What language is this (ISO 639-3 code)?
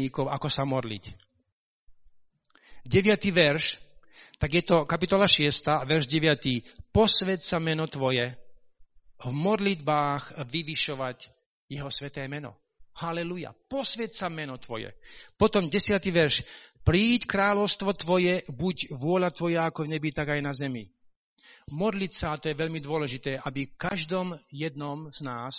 slk